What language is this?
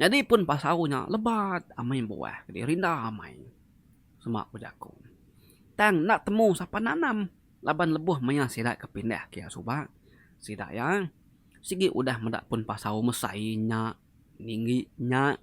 Iban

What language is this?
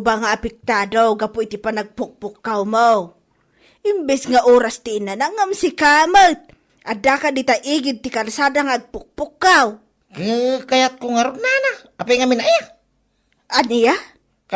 Iloko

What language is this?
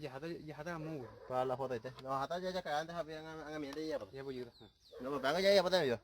Guarani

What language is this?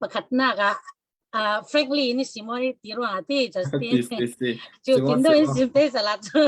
Falam Chin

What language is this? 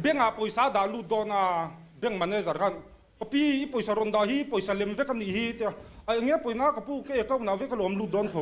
Mizo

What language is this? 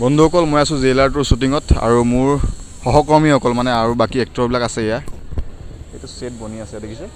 Assamese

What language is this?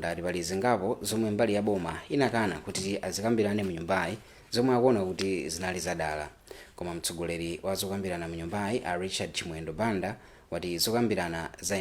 Nyanja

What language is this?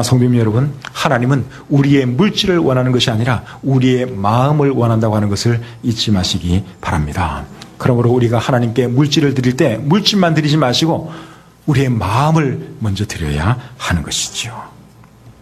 Korean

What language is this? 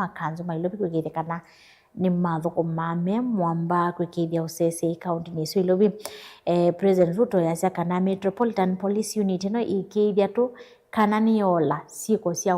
Kamba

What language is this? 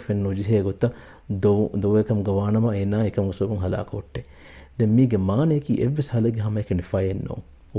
Divehi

